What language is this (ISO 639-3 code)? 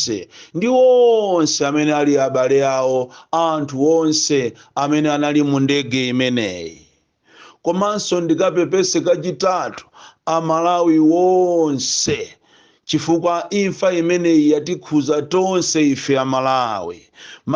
nya